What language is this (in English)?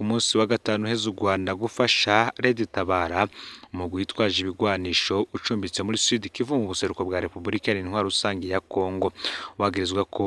Rundi